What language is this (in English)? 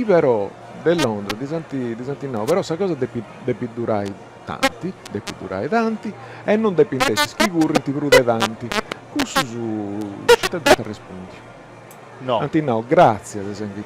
Sardinian